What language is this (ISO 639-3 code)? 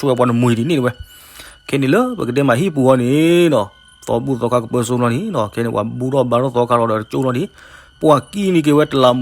ksw